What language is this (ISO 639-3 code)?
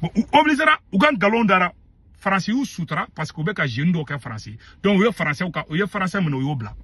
bam